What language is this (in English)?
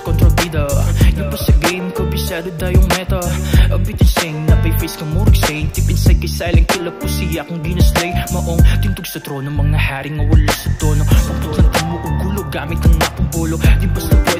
Cebuano